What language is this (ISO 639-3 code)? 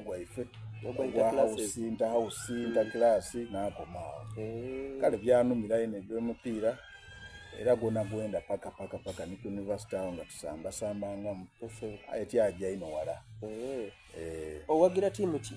xog